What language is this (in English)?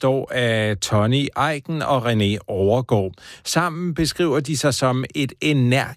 Danish